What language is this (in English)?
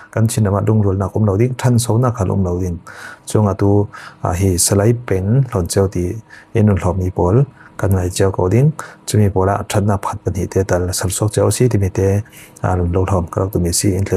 Falam Chin